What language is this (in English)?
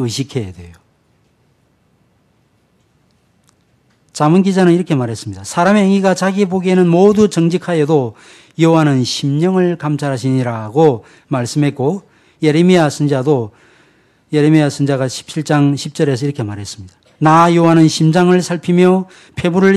Korean